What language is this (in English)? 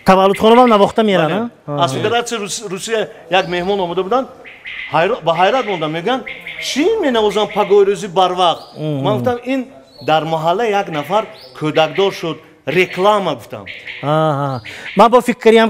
Tajik